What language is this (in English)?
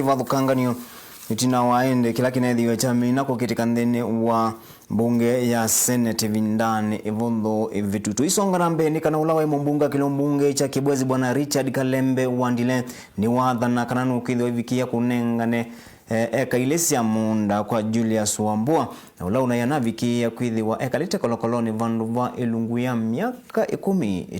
Kamba